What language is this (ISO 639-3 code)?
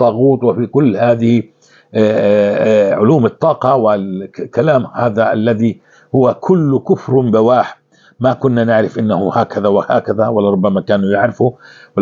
apc